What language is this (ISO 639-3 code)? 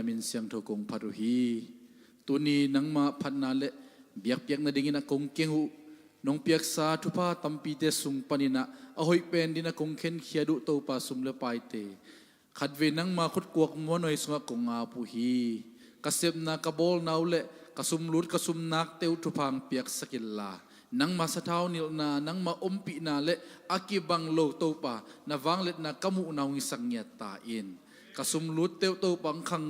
ctd